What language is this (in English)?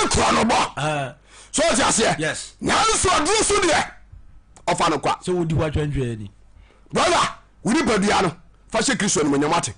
Akan